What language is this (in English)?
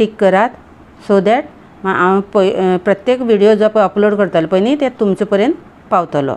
Konkani